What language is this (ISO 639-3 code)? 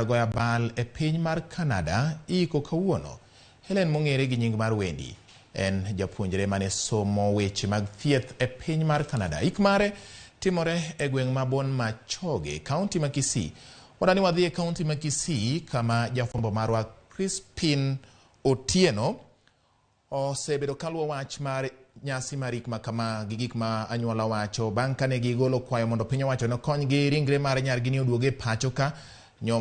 luo